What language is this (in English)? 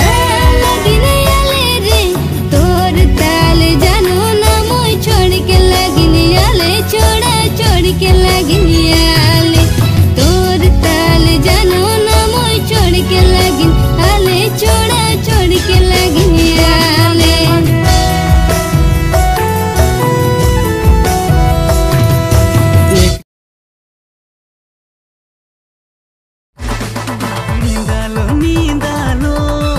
Sadri